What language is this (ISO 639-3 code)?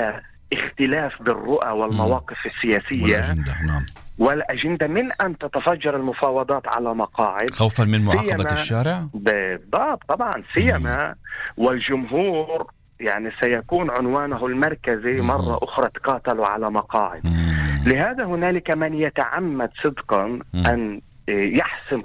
ara